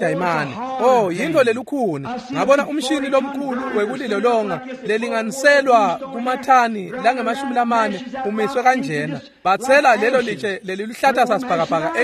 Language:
Swati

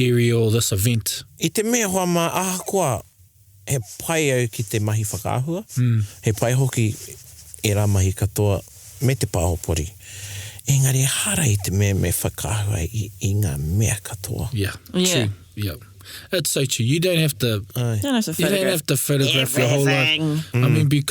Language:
Māori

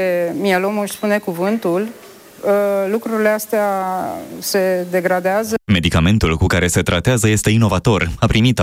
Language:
Romanian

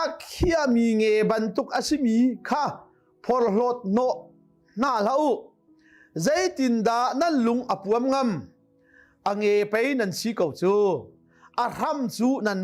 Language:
Hakha Chin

